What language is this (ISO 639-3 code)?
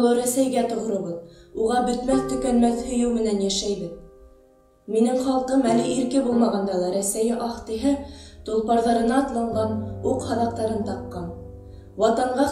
bak